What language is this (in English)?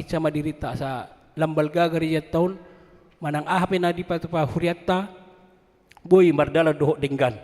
Batak Toba